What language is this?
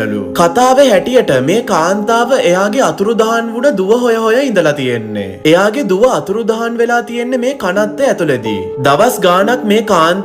Sinhala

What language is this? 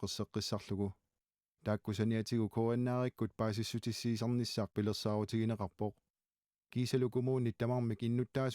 Kalaallisut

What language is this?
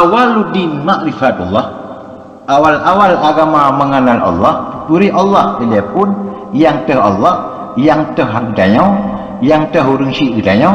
Achinese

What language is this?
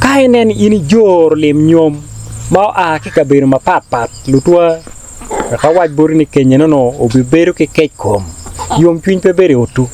Acoli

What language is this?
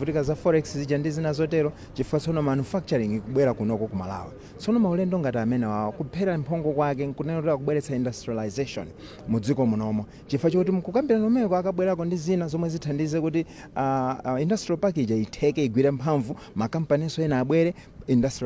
Nyanja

